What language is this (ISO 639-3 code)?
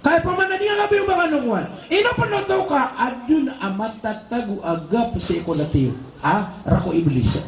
mrw